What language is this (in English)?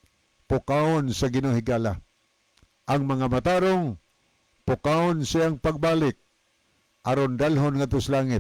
Cebuano